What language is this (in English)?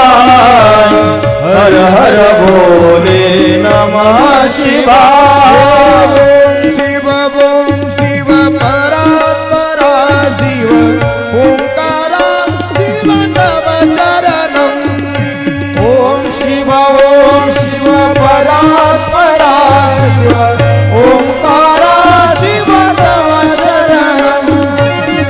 Marathi